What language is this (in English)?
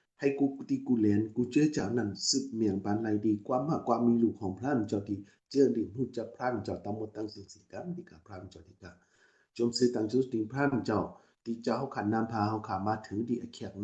Shan